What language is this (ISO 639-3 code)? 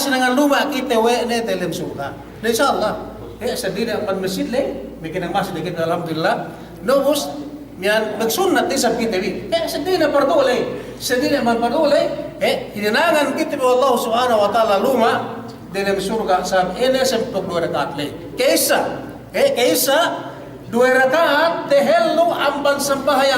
yka